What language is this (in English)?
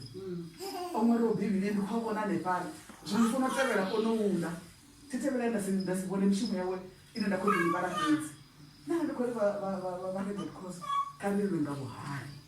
Venda